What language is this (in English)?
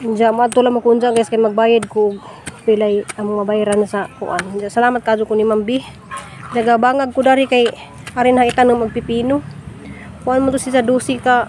Cebuano